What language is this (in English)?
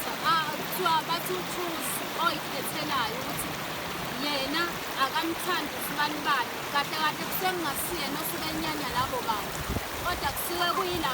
Zulu